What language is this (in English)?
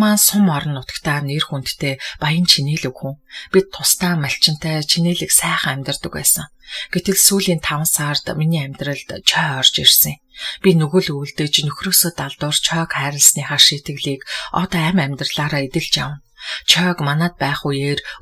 Mongolian